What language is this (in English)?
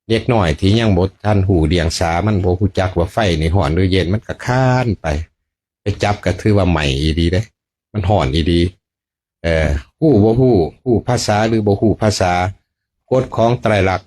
Lao